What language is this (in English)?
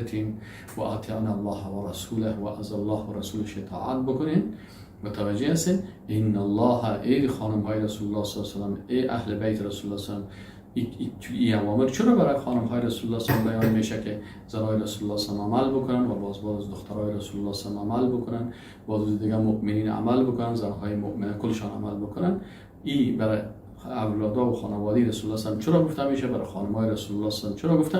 Persian